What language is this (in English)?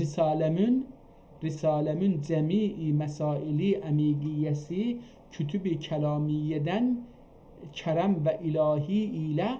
South Azerbaijani